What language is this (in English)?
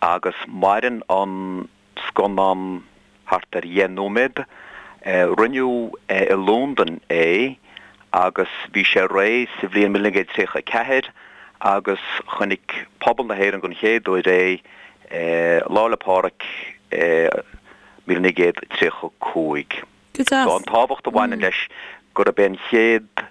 Irish